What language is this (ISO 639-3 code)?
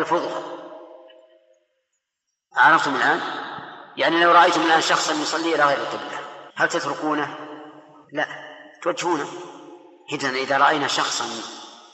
ara